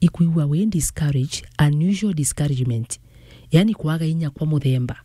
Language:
Meru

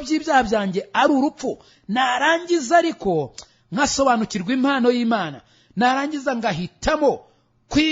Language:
Kinyarwanda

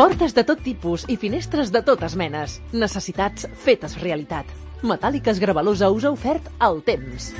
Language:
Catalan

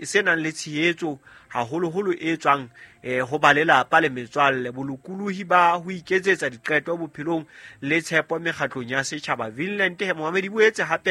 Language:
Southern Sotho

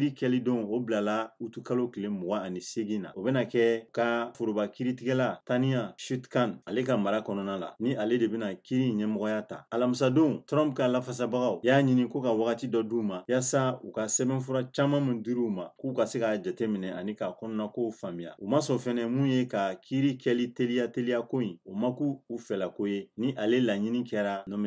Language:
Bambara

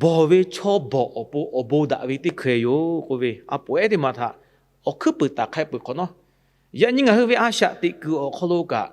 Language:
Lahu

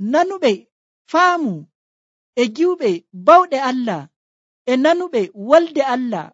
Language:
Nigerian Fulfulde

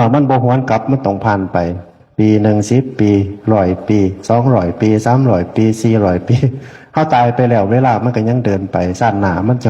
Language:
Northeastern Thai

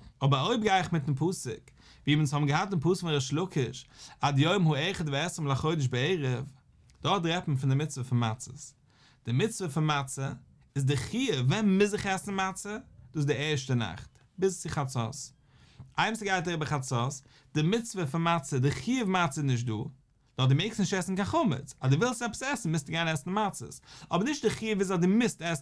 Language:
Yiddish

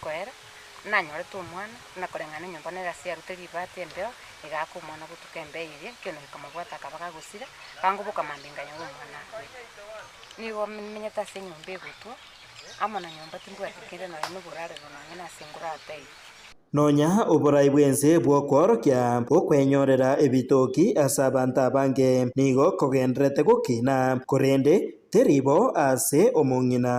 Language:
Gusii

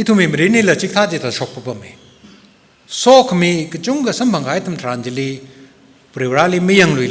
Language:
Tangkhul Naga (India)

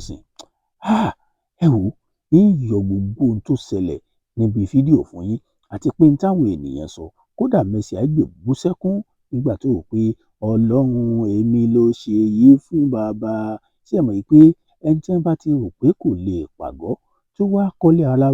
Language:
Yoruba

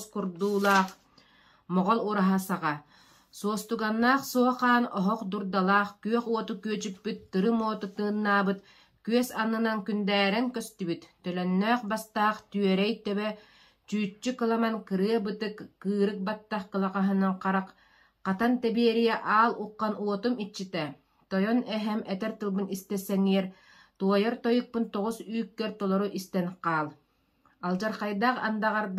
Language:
Yakut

